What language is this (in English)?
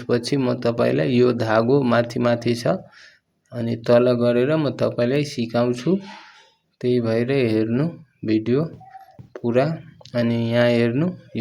Nepali